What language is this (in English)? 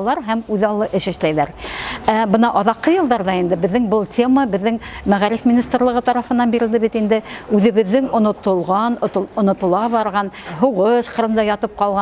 Bashkir